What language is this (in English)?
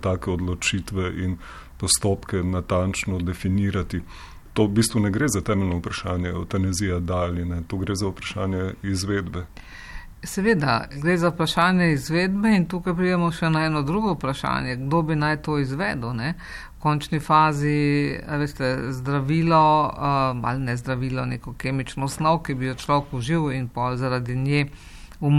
Slovenian